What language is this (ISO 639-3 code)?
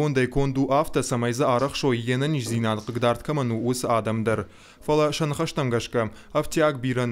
oss